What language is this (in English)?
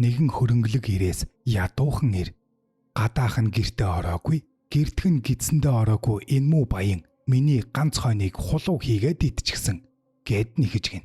Mongolian